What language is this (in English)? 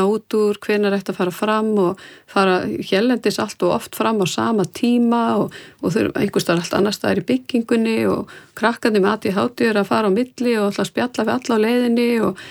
Icelandic